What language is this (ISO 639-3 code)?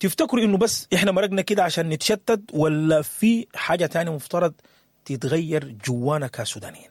apd